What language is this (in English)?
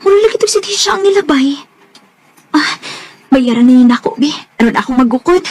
Cebuano